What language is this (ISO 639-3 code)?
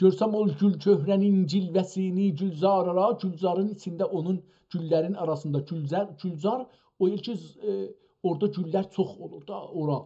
azb